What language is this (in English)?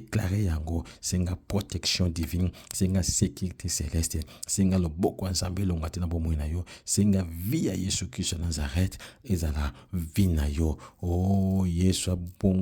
Lingala